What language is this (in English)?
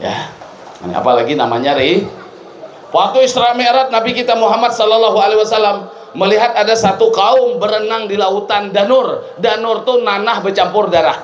Banjar